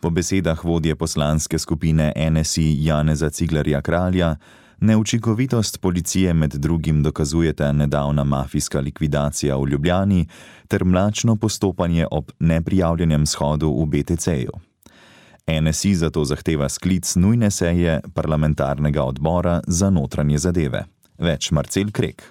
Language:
Slovenian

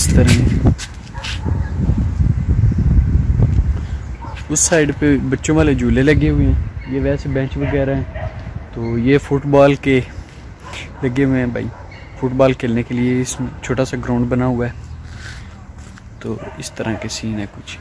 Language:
Hindi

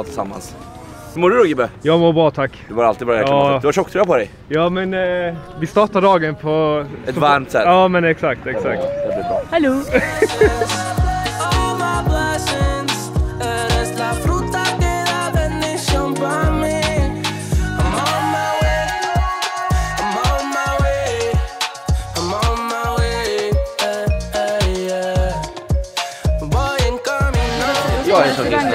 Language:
Swedish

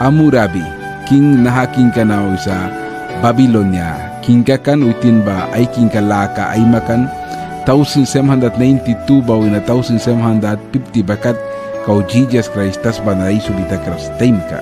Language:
Mískito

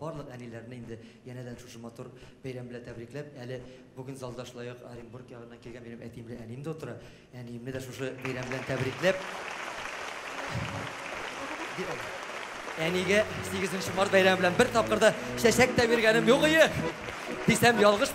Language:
Tatar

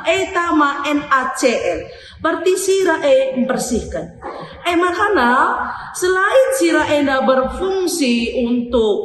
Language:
Batak Karo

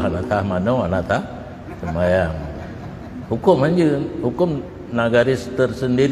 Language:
Achinese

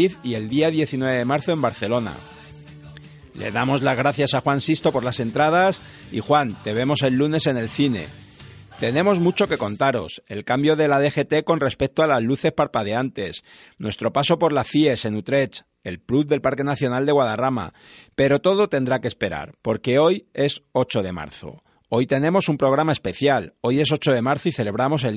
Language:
Spanish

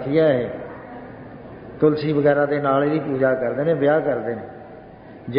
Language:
Punjabi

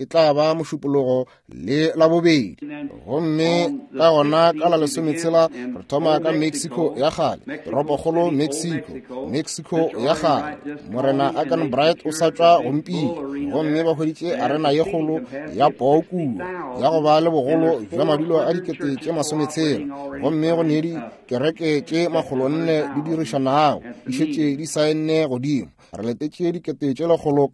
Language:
Northern Sotho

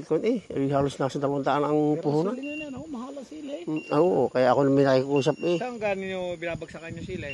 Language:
Filipino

